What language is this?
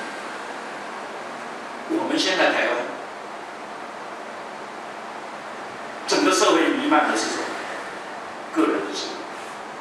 Chinese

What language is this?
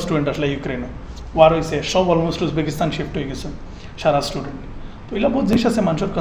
Sylheti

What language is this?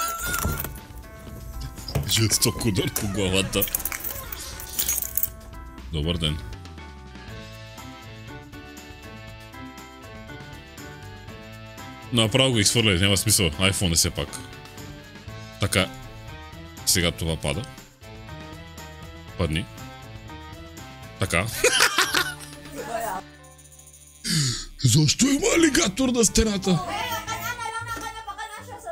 Bulgarian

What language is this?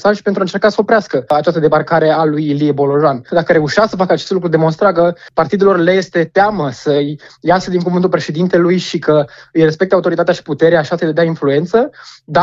Romanian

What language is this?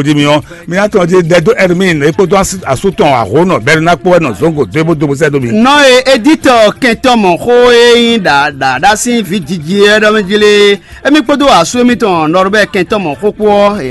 Fon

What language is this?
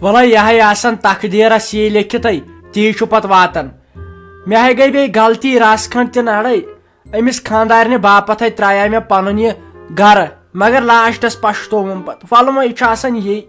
Kashmiri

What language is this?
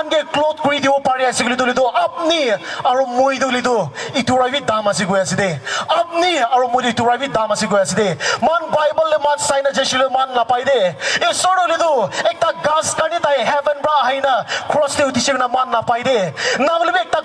Naga Pidgin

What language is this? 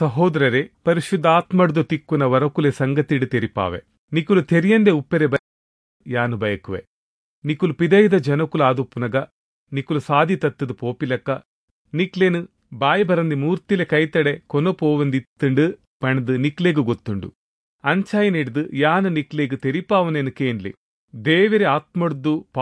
Tulu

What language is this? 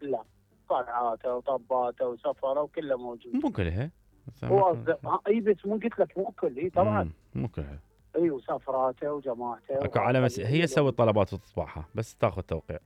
Mesopotamian Arabic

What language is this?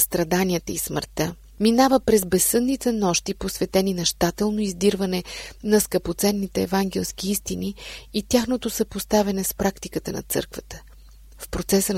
Bulgarian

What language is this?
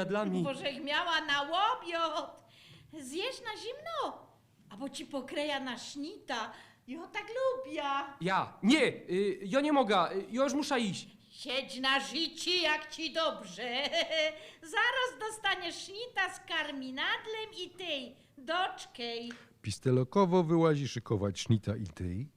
Silesian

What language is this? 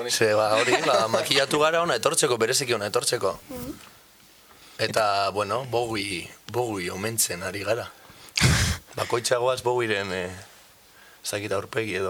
Basque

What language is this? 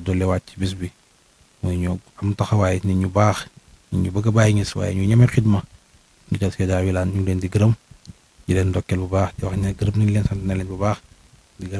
Wolof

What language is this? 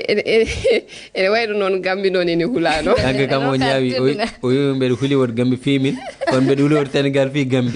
Fula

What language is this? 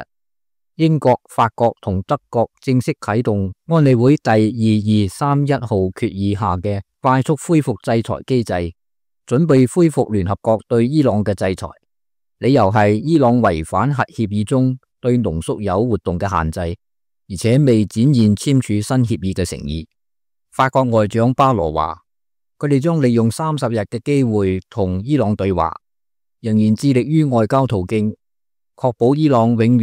Cantonese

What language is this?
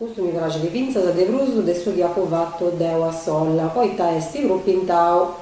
Sardinian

